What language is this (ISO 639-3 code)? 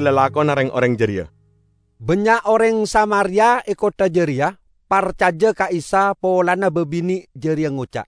mad